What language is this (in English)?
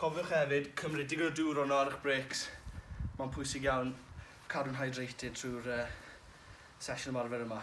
Welsh